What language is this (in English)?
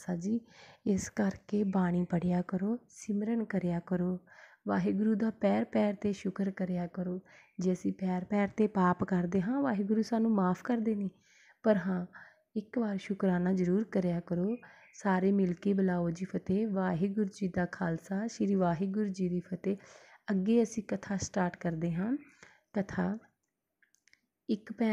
Punjabi